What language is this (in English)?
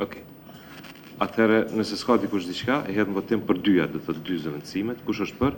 Albanian